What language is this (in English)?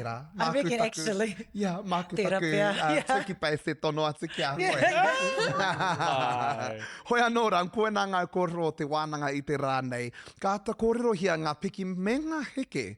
Māori